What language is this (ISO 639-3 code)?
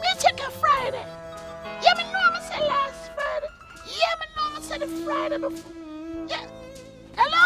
jam